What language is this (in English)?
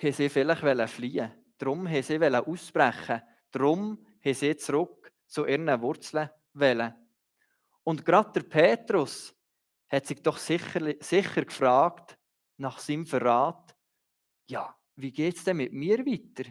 Swiss German